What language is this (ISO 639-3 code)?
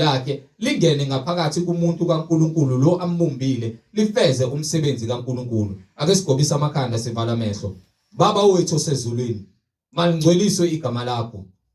zul